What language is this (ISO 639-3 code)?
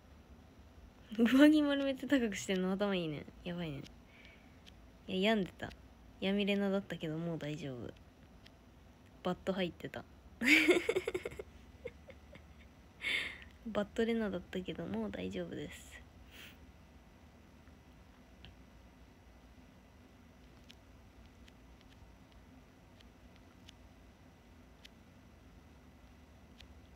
jpn